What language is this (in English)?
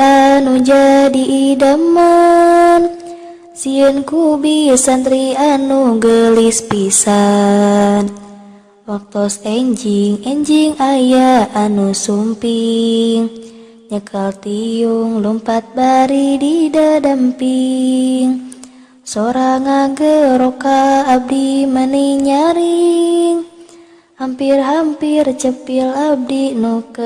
Sundanese